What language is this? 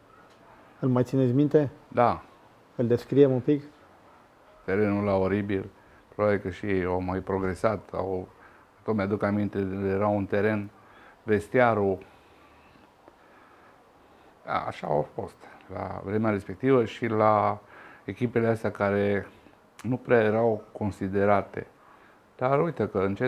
Romanian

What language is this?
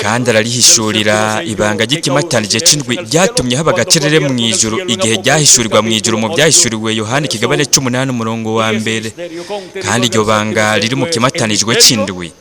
Rundi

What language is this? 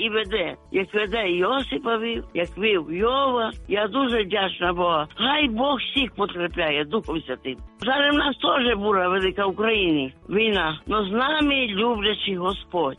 Ukrainian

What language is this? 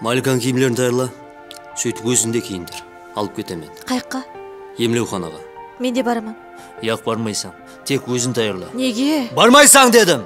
Kara-Kalpak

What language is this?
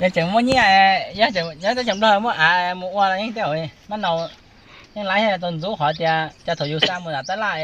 Hmong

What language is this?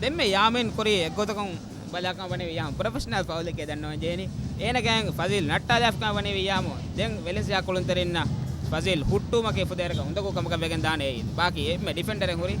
Divehi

